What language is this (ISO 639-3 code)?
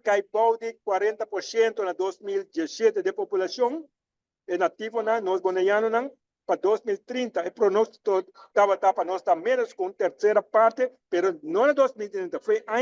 pap